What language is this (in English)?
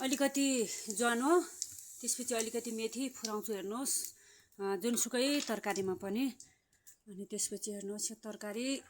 Nepali